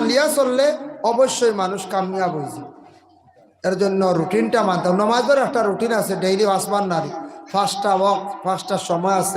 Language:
Sylheti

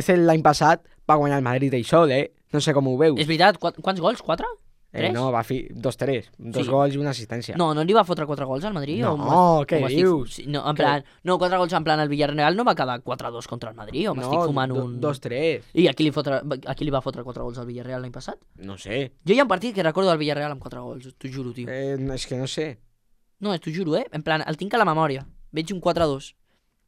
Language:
Catalan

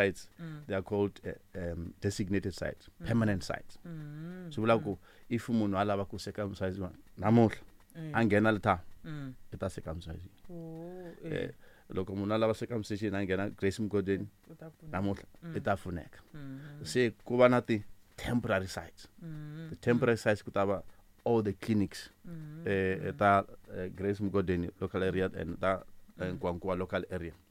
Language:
Tsonga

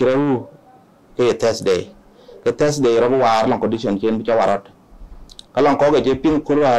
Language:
Dinka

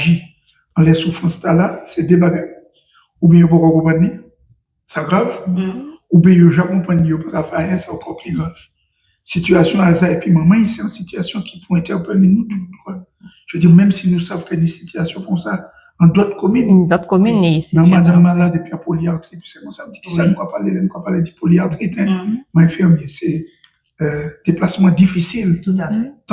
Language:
Guadeloupean Creole French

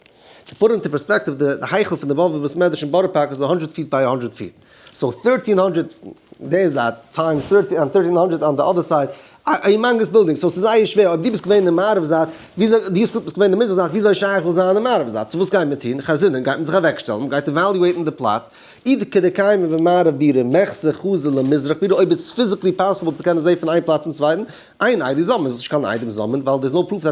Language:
Yiddish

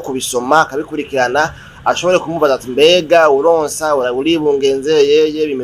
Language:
Rundi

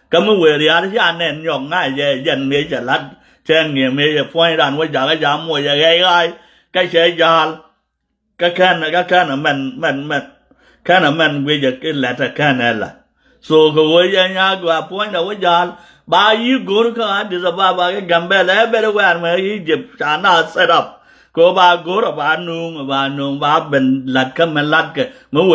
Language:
Nuer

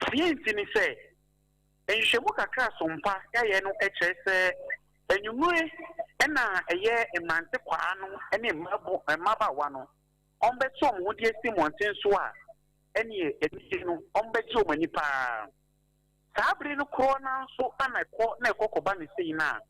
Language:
Akan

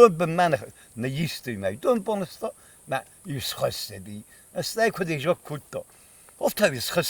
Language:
Ossetic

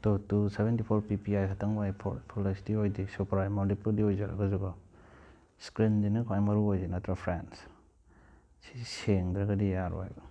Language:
Manipuri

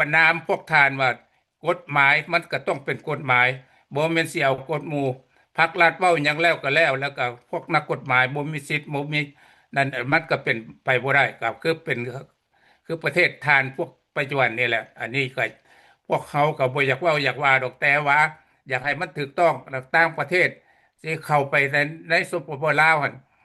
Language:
Lao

